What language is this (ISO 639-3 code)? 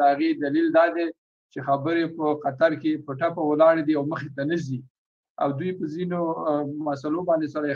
pus